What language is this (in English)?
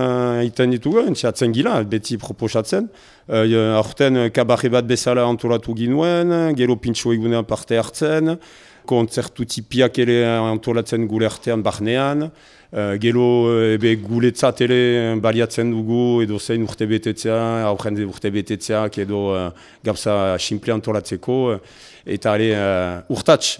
Basque